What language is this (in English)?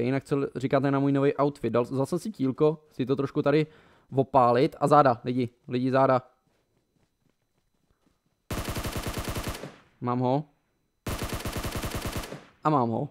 Czech